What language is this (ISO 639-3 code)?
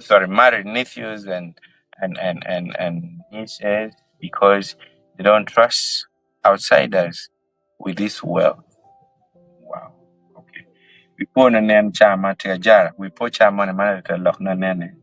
ach